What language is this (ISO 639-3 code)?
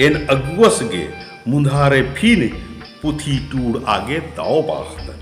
kru